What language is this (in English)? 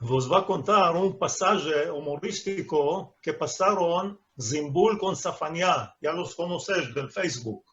Ladino